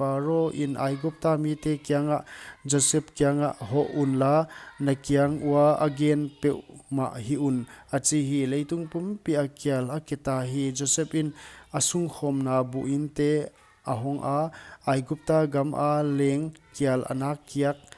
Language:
Paite Chin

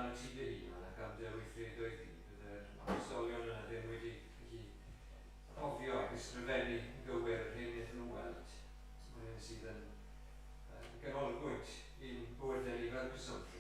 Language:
Welsh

